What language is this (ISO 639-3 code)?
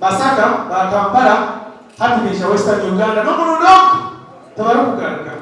nyn